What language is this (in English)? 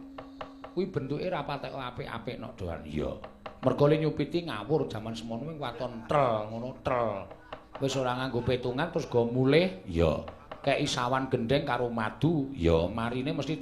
Javanese